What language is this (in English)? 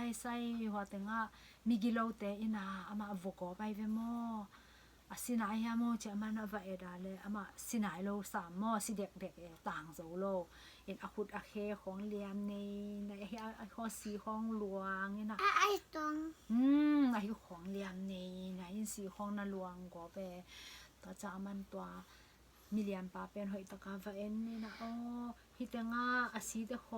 Tedim Chin